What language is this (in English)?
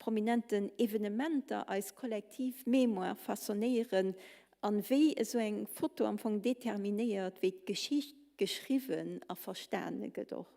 Luxembourgish